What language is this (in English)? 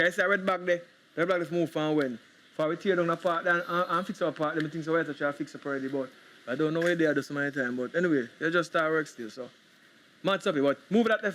Jamaican Creole English